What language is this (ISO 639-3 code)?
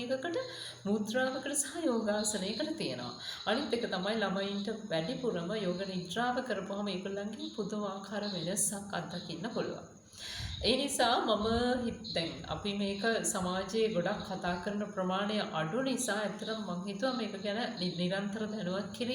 sin